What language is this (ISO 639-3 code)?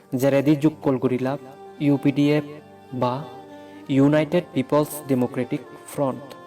ccp